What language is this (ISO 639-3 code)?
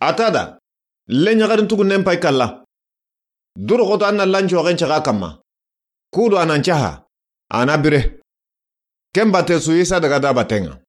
snk